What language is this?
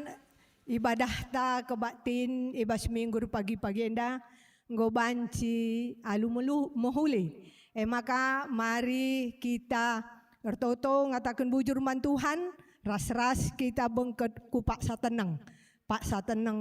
Batak Karo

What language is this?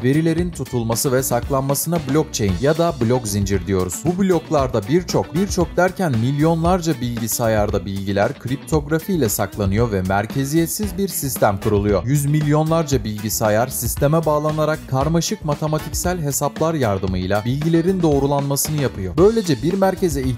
Turkish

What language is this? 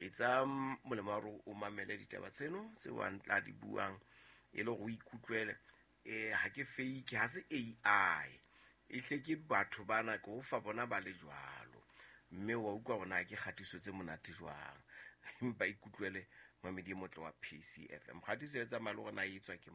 Southern Sotho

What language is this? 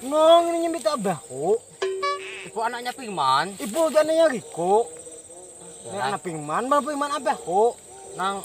Banjar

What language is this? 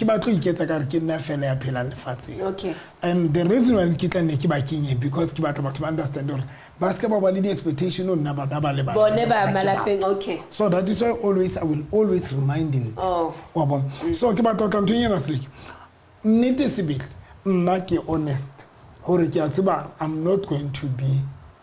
Southern Sotho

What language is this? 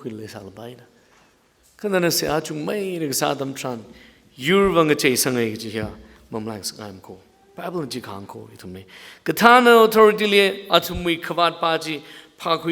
Tangkhul Naga (India)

